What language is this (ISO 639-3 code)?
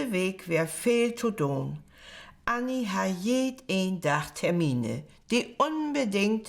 nds